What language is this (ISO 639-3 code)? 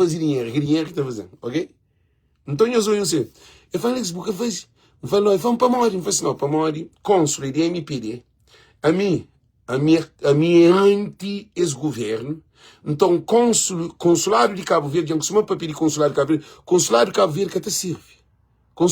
kea